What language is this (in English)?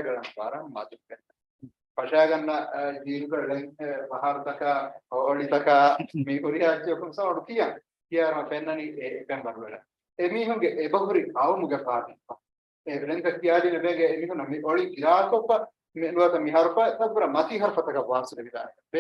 Divehi